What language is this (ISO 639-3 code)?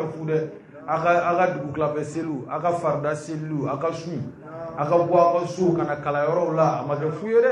bam